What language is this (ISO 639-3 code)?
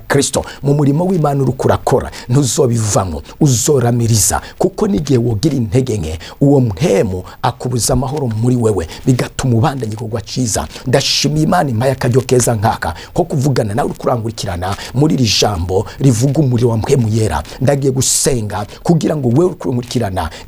run